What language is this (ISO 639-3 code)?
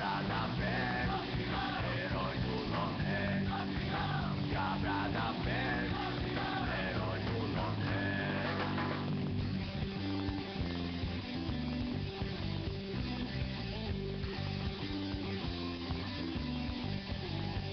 por